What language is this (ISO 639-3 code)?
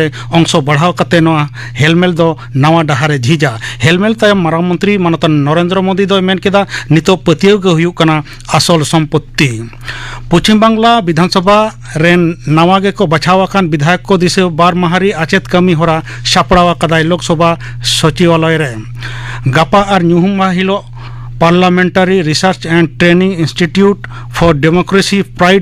sat